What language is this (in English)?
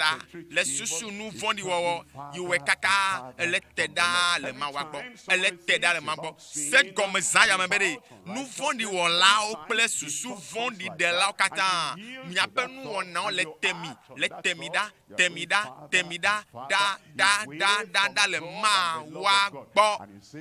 Ewe